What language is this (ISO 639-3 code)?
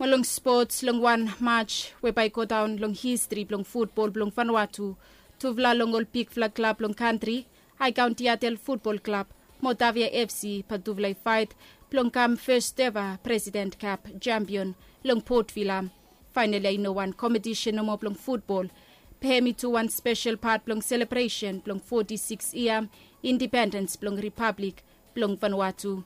bis